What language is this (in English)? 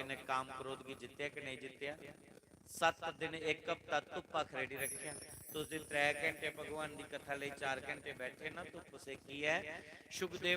Dogri